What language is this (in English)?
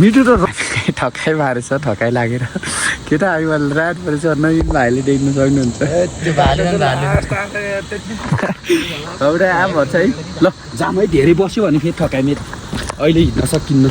Nepali